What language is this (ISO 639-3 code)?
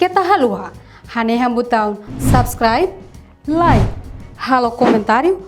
tet